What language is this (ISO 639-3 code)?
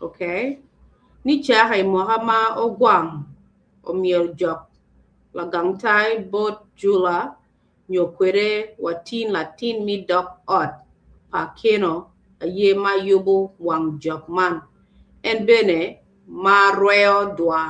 ach